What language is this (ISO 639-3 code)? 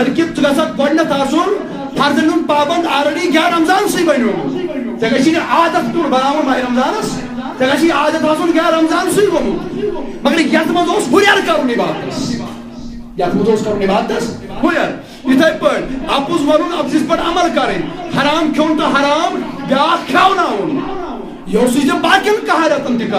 kas